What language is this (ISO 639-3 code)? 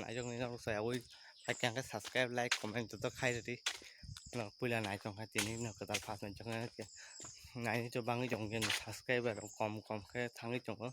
trp